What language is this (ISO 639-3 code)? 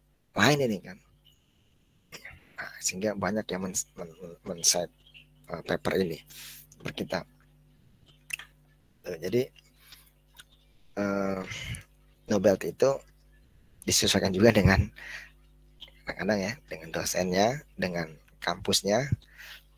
ind